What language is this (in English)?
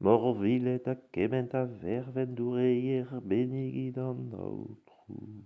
Breton